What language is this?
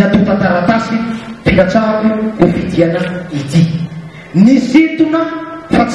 Malagasy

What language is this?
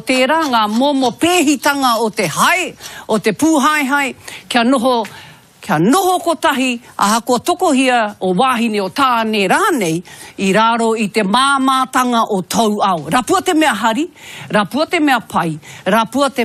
Māori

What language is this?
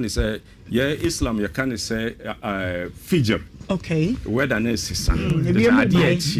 Akan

